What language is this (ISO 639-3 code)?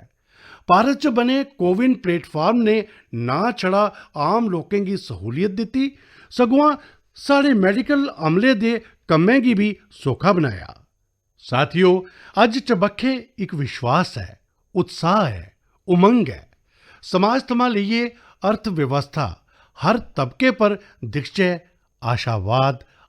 doi